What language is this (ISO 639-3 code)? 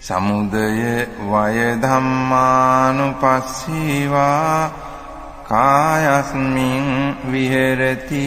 pli